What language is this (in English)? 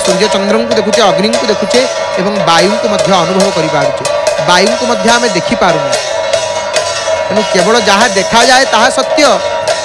Odia